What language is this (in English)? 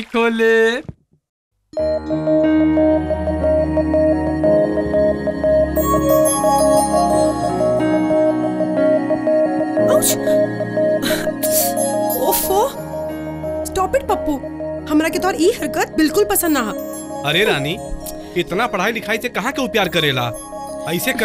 Bhojpuri